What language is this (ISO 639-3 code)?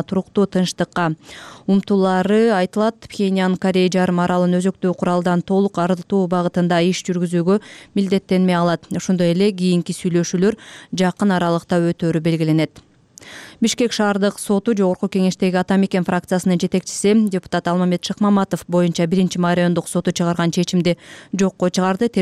kir